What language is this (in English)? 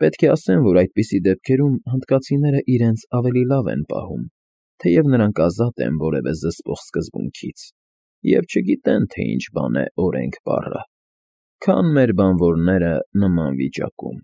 Armenian